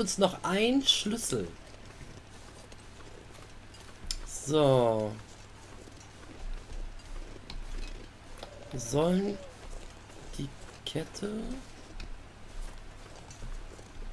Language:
German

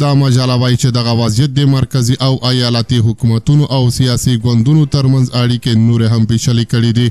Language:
Pashto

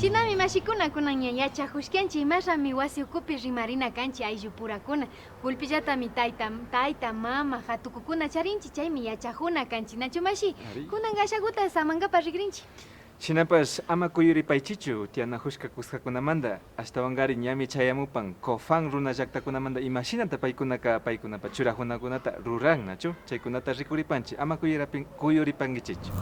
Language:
Imbabura Highland Quichua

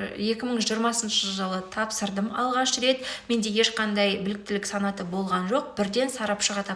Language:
Kazakh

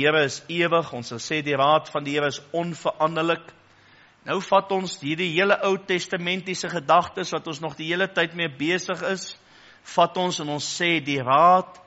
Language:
Afrikaans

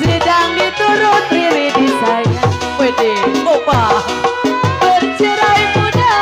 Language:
Betawi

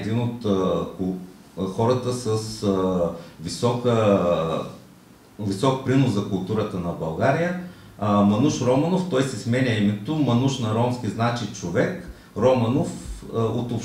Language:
Bulgarian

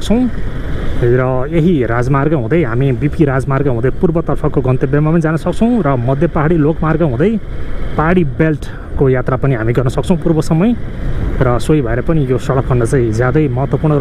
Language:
Nepali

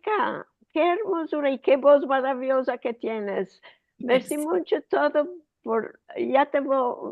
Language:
Ladino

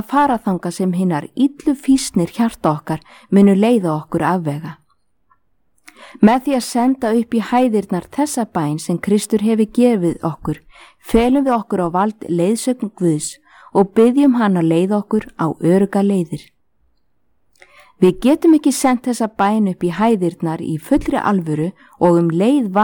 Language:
Icelandic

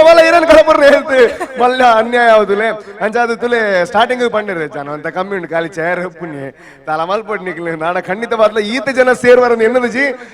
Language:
Tulu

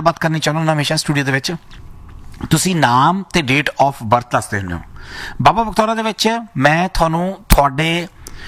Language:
Punjabi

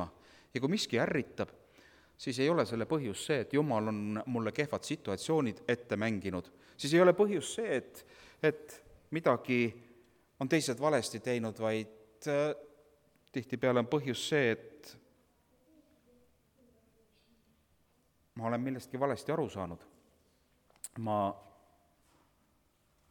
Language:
Estonian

